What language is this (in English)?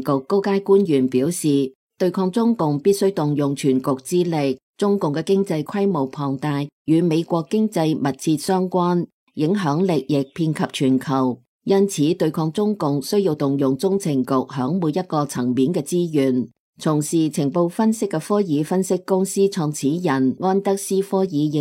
Cantonese